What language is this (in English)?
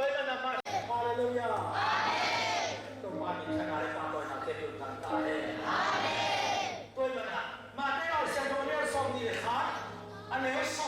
Tedim Chin